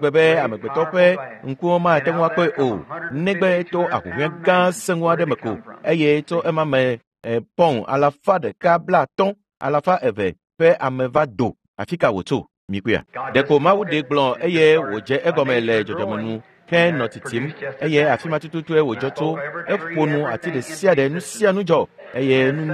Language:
Ewe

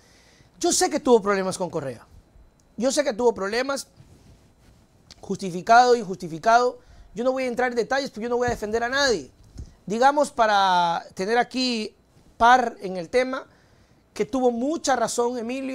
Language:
Spanish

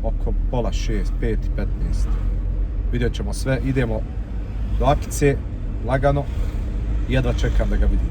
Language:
Bosnian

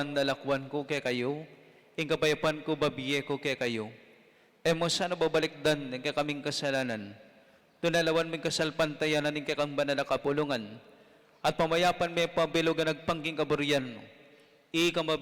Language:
Pampanga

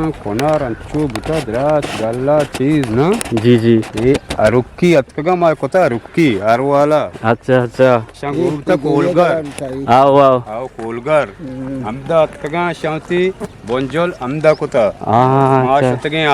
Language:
Eastern Balochi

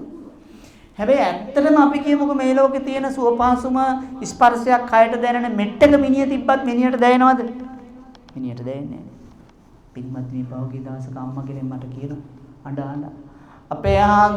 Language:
Sinhala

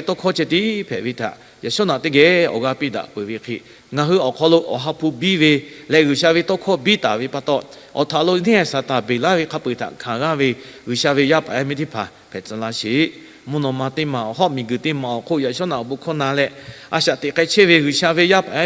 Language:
Lahu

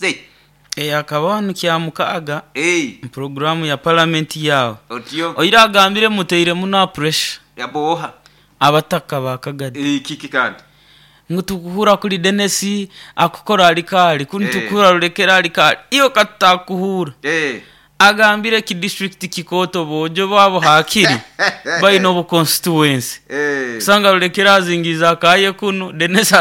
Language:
Nyoro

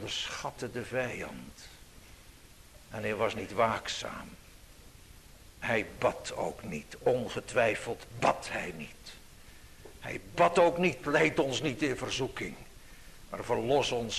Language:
Dutch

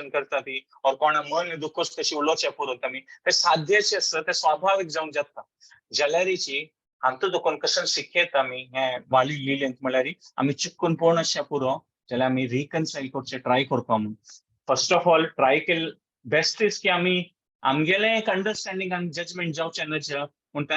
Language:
Konkani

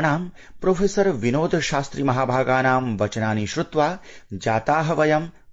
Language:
Sanskrit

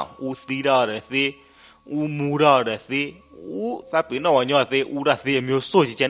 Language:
S'gaw Karen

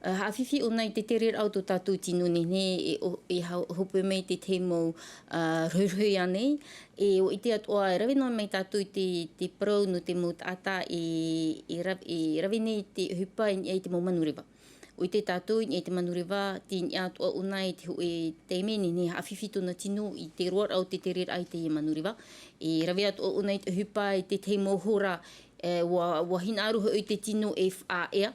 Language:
Tahitian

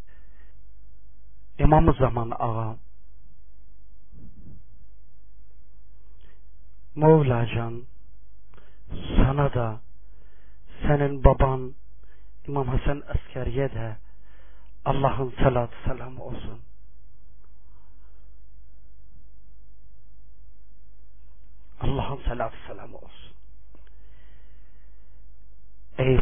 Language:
Turkish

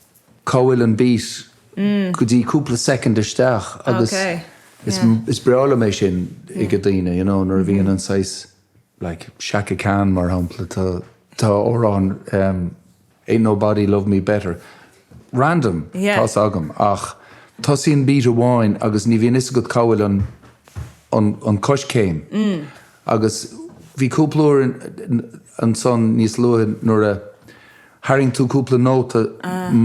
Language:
Irish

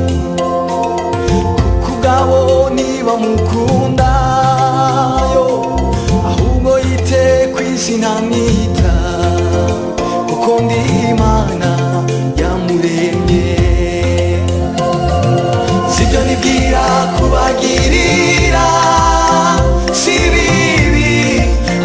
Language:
Kinyarwanda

